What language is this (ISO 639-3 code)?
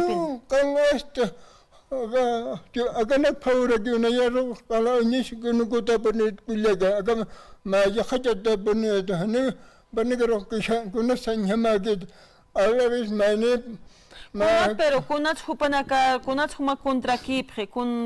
aym